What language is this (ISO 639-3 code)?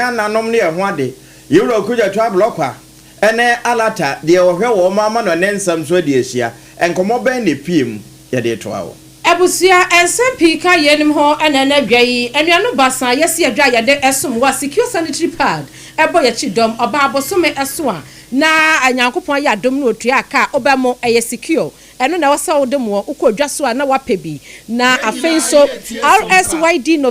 aka